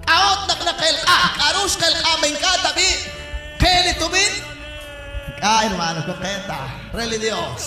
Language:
Kekchí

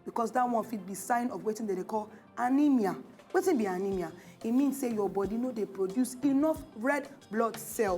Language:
Nigerian Pidgin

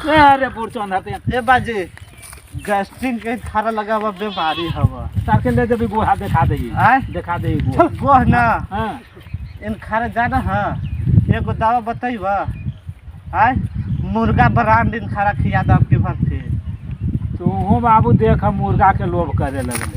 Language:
Magahi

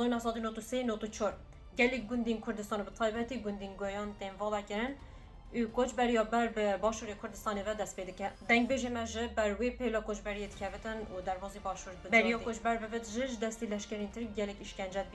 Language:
Kurdish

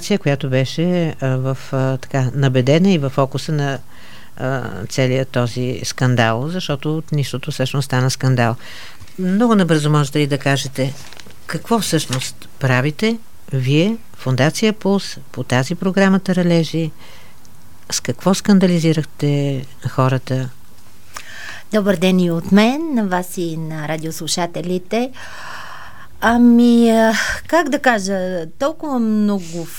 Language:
Bulgarian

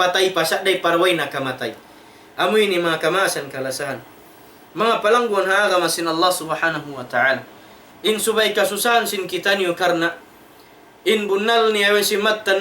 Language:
Tausug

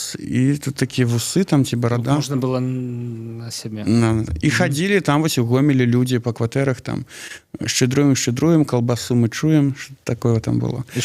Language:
Belarusian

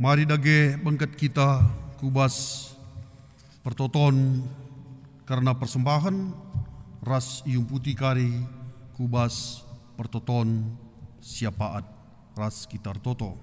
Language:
Batak Karo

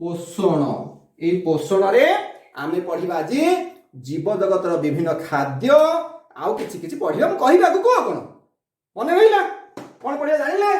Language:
Odia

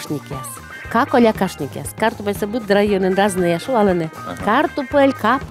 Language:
Komi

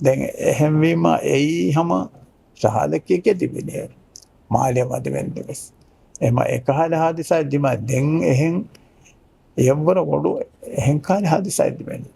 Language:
Divehi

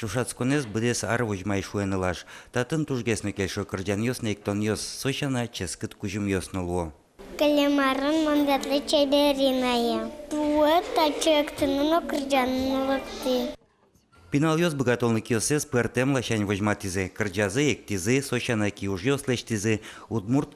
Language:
Udmurt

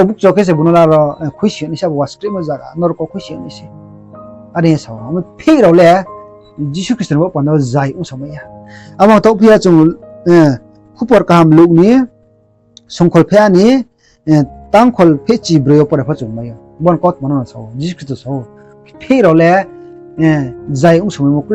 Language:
Riang (India)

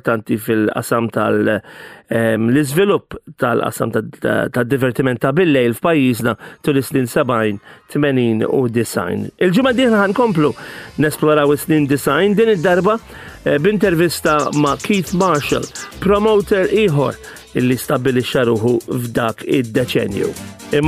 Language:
Maltese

